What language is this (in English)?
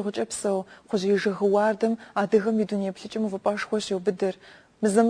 Kabardian